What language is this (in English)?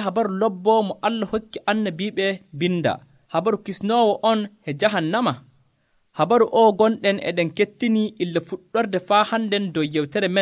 Nigerian Fulfulde